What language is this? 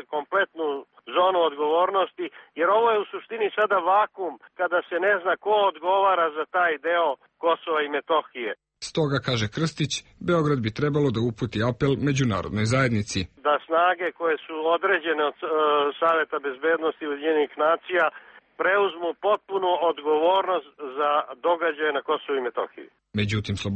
Serbian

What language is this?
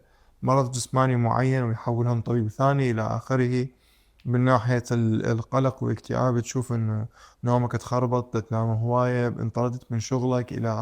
Mesopotamian Arabic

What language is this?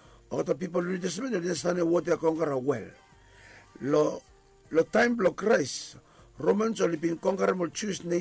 Bislama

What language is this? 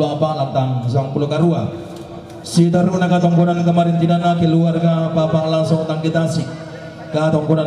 Toraja-Sa'dan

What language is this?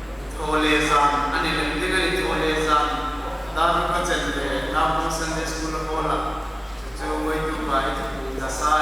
Hmar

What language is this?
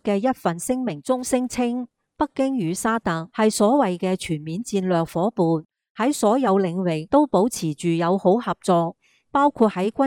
Cantonese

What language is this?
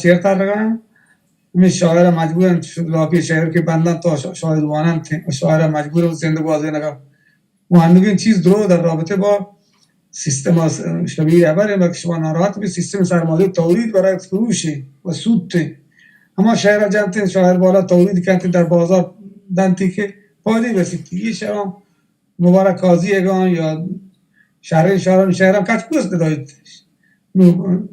Baluchi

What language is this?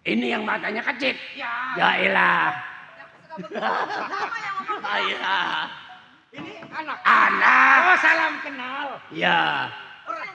Betawi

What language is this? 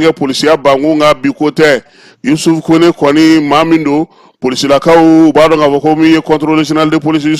Bambara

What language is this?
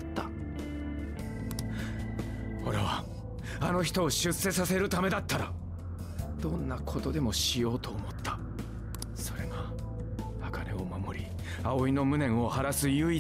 Japanese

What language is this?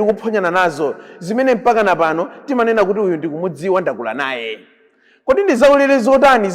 Nyanja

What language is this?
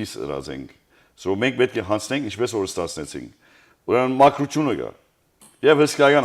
Western Armenian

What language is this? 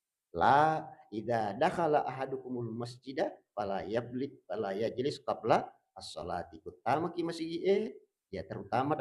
Buginese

